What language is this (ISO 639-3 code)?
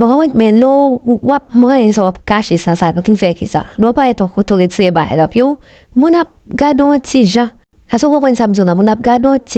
hat